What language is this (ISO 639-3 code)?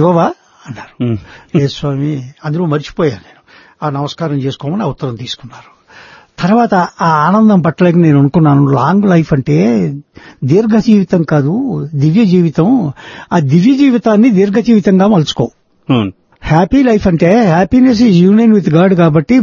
tel